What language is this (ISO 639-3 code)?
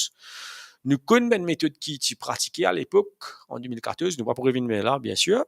mfe